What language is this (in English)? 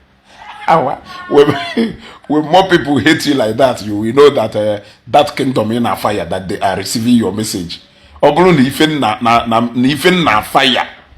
Igbo